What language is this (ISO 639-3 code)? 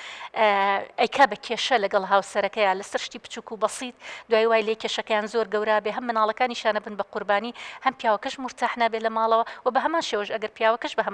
ckb